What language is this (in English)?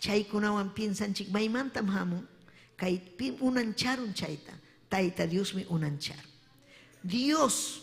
Ayacucho Quechua